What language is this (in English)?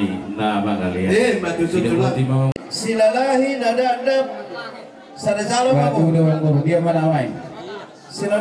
Batak Toba